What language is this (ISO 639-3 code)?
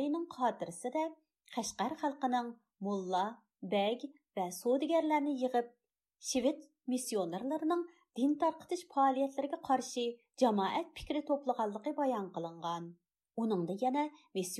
uig